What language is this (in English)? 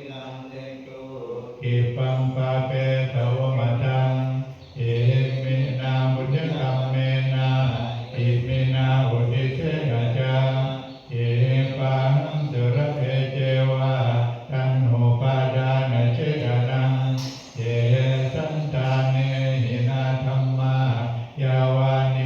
Pali